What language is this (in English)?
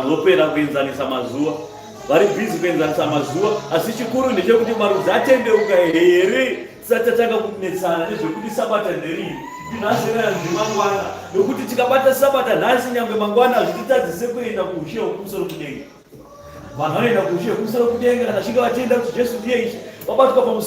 Shona